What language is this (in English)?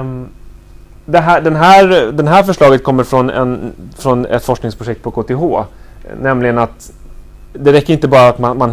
Swedish